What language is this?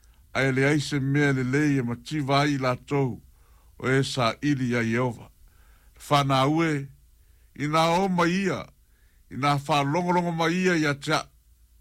Samoan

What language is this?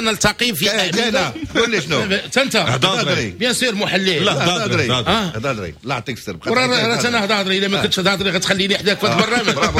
Moroccan Arabic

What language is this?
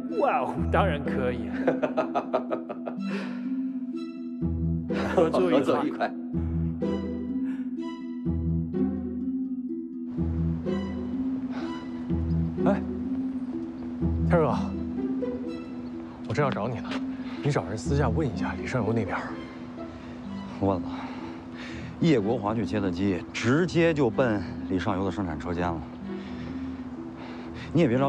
Chinese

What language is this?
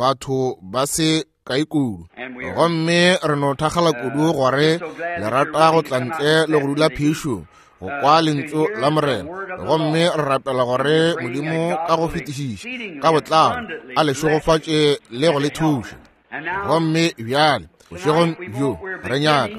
Northern Sotho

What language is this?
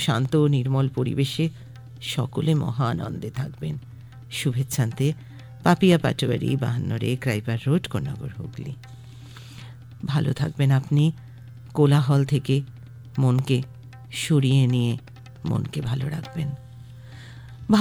Bangla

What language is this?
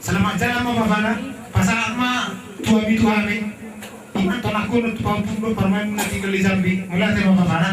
Batak Toba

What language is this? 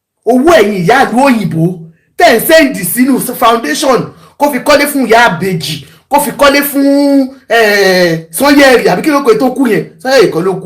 Yoruba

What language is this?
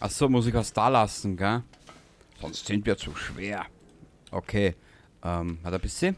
Bavarian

